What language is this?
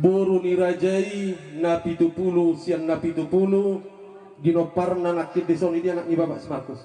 Batak Toba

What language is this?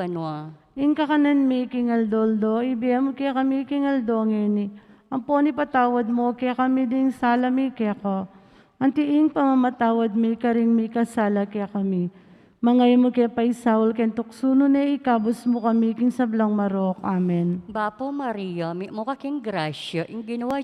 Pampanga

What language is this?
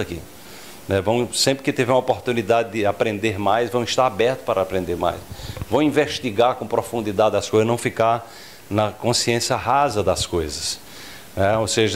Portuguese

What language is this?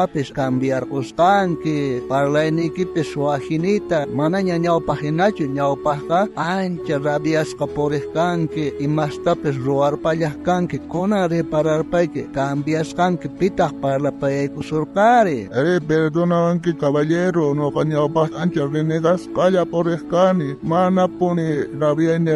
South Bolivian Quechua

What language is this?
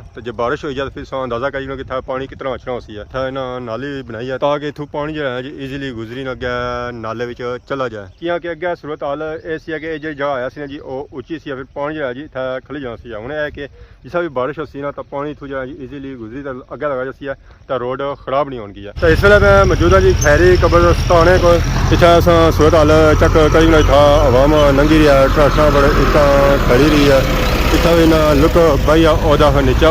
Pahari-Potwari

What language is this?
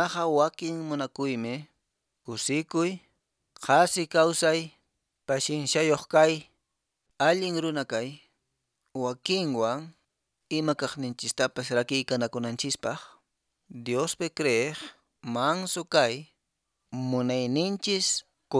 Quechua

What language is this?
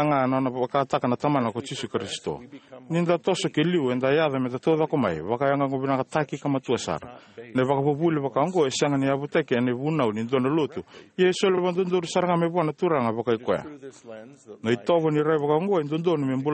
Fijian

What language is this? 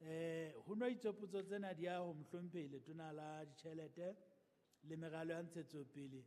Southern Sotho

